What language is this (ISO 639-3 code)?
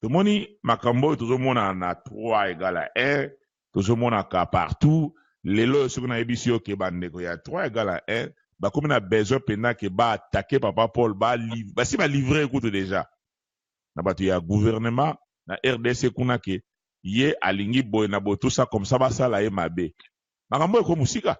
lin